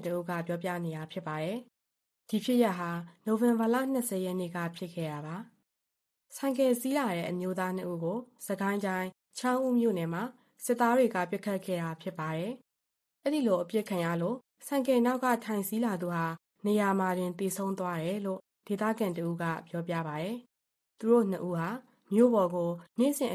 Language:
Burmese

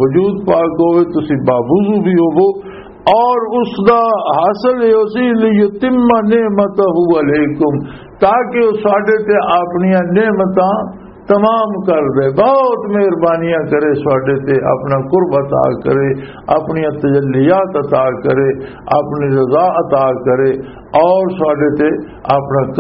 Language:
Western Panjabi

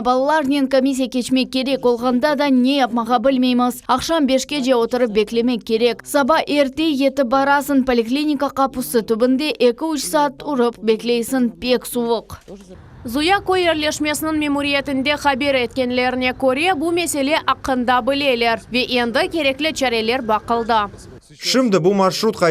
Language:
Crimean Tatar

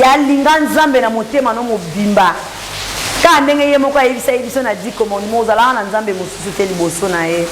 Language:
Lingala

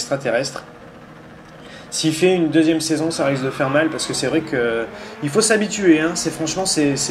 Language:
French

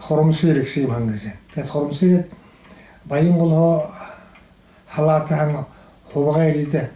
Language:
Buriat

